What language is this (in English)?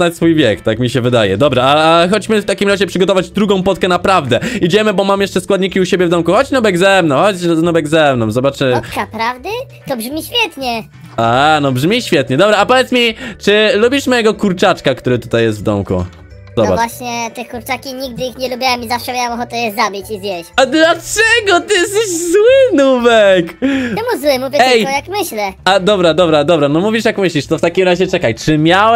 Polish